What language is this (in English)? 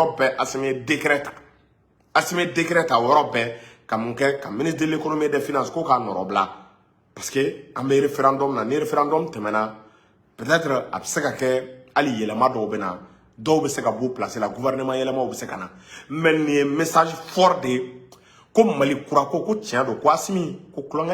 Bambara